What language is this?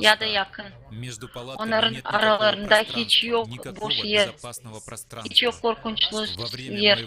Gagauz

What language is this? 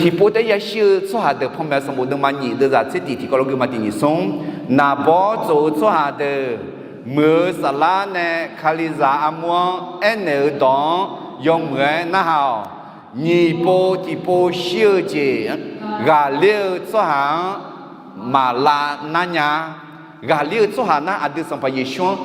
Akha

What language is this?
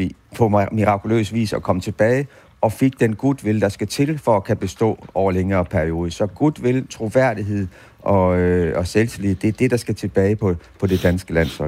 Danish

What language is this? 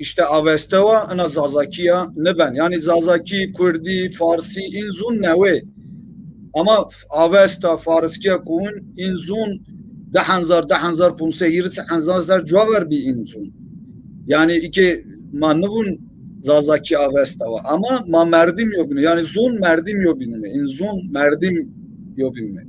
Zaza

